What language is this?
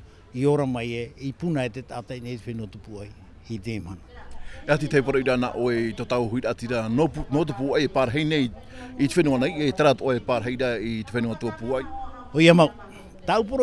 Tahitian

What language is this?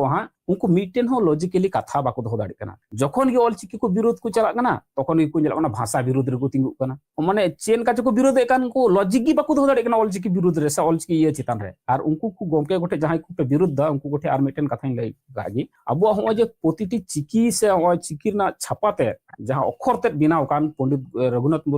Santali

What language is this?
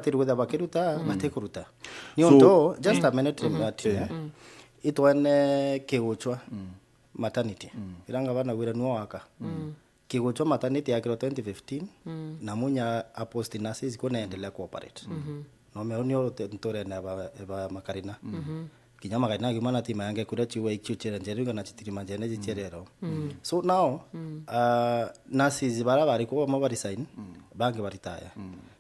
Meru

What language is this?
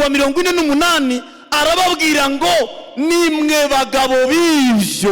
Kinyarwanda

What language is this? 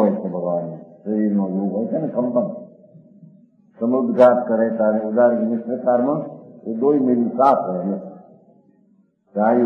Gujarati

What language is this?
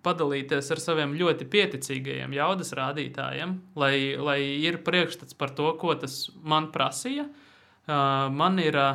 Latvian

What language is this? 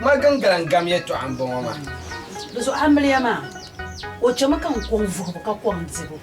Dagbani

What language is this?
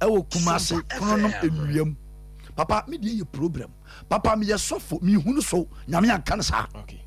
Akan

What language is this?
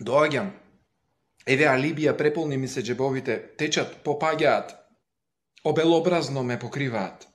Macedonian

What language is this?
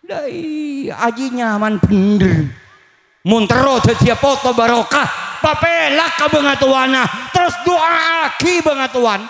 Madurese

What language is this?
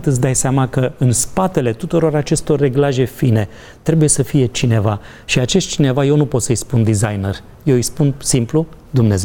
Romanian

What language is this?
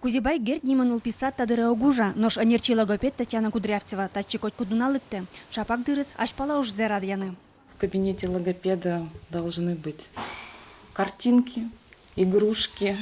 Udmurt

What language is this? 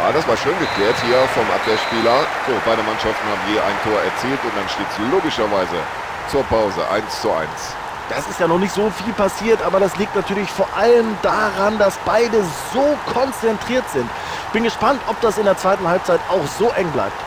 Bavarian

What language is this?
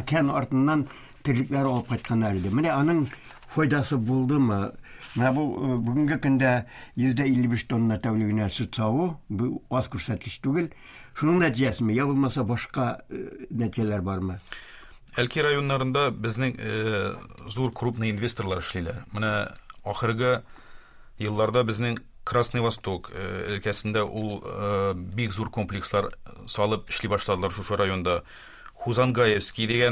Tatar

